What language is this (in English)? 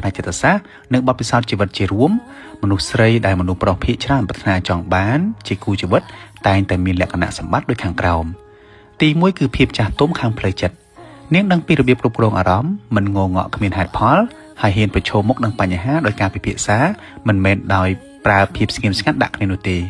Khmer